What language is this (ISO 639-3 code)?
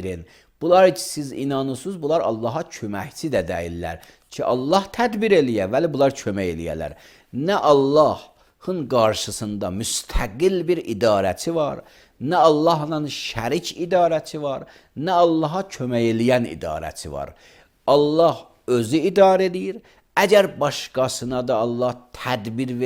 aze